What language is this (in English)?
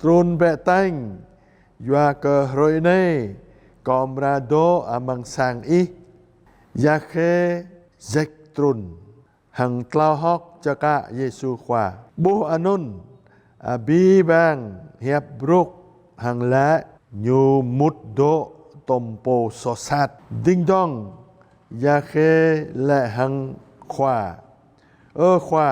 Jarai